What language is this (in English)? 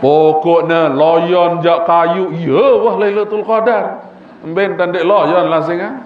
Sasak